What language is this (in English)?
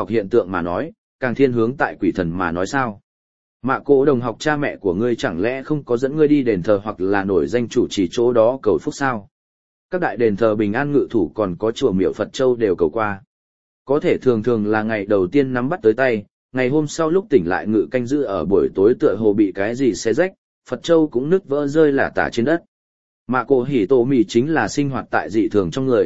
Vietnamese